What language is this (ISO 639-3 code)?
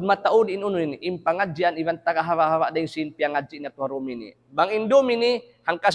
tsg